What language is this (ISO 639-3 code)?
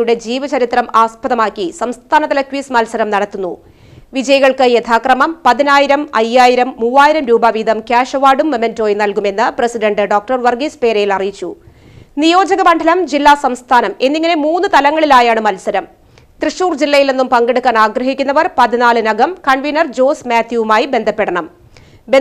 mal